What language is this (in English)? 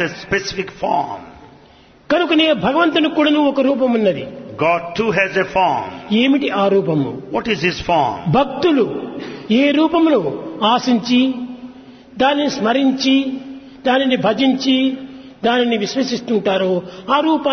Telugu